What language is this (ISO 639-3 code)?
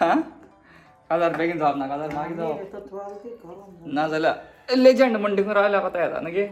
kok